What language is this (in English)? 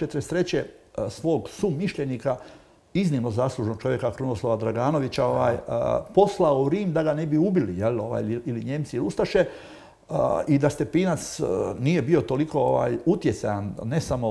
Croatian